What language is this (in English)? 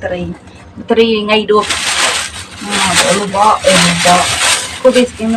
Iban